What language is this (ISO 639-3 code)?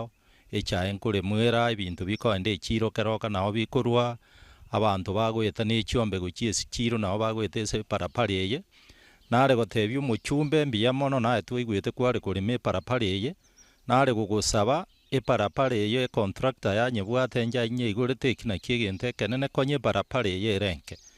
guz